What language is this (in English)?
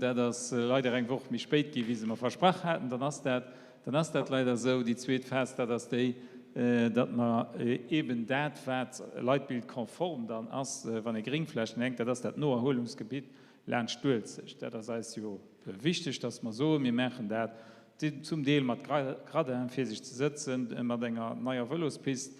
Luxembourgish